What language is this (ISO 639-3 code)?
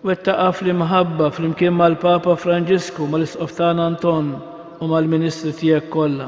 mlt